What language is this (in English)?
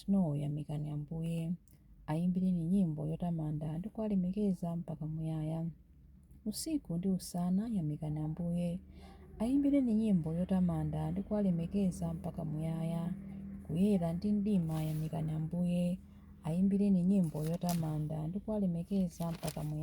Nyanja